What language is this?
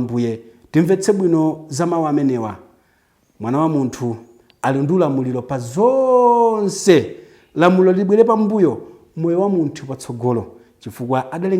Nyanja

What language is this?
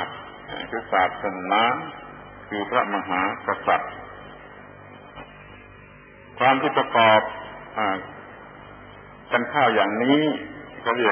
Thai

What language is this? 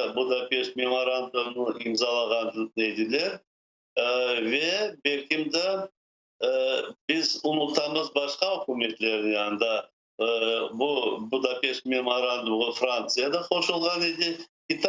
Crimean Tatar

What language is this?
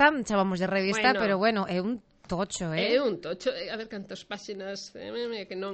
Galician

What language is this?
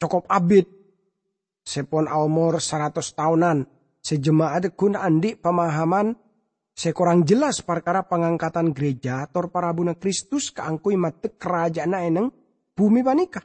Madurese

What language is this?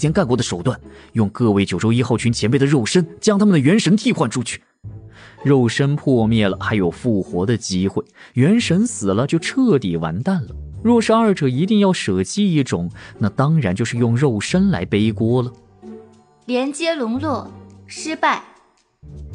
Chinese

